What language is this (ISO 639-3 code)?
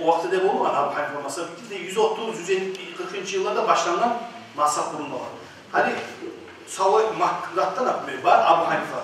kum